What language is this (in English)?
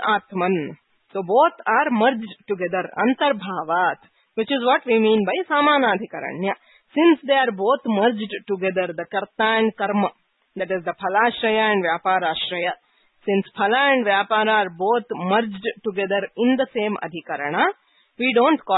Sanskrit